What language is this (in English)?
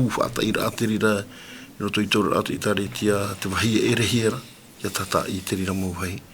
Tahitian